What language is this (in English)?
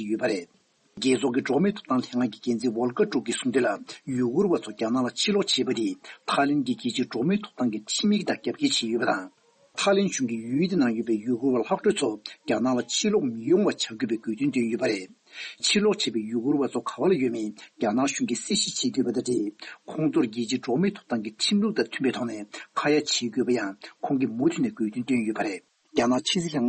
Tibetan